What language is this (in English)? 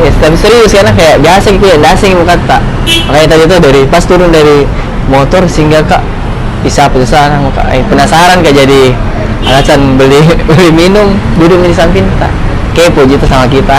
Makassar Malay